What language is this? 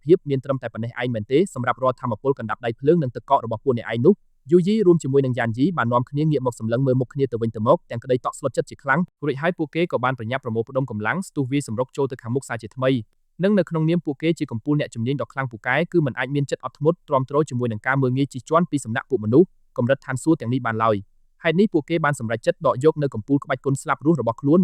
Khmer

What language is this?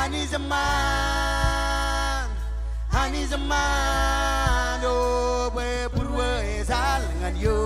Marshallese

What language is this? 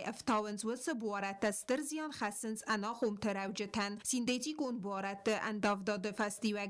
Ossetic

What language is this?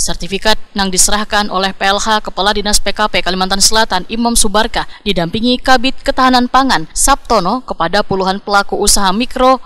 Banjar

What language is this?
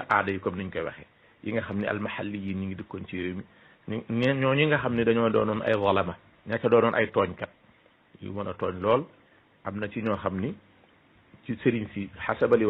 Wolof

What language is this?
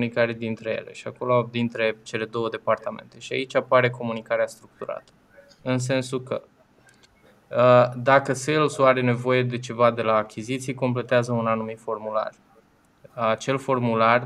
Romanian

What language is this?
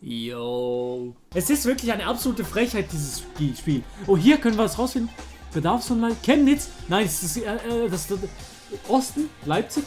Swiss German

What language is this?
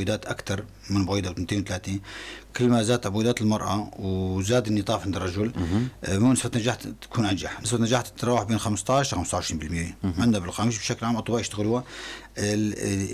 North Levantine Arabic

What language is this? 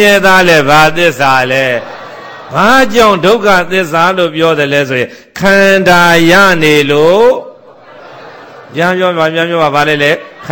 Burmese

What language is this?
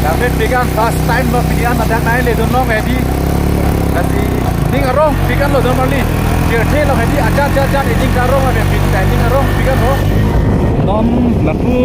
Karbi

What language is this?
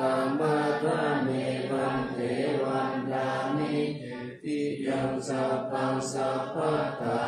Pali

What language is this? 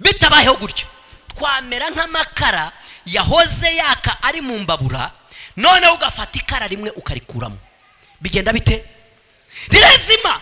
Kinyarwanda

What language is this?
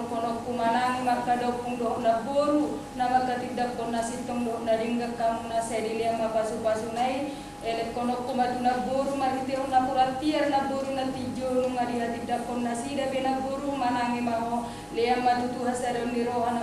Batak Toba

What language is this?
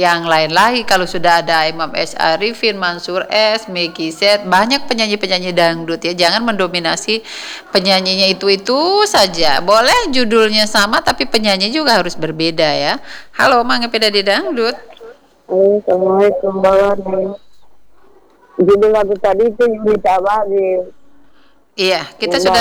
Indonesian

